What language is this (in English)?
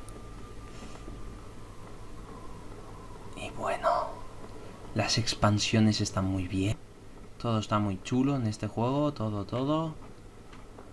Spanish